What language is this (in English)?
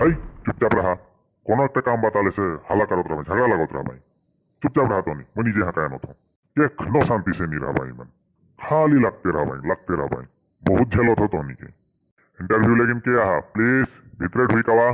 Sadri